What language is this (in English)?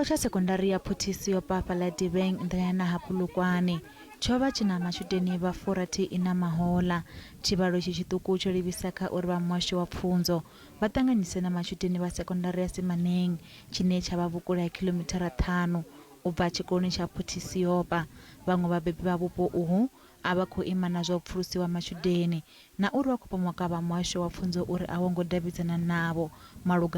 Venda